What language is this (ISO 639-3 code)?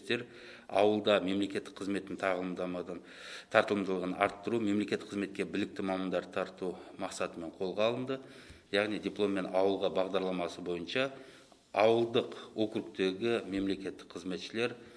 kaz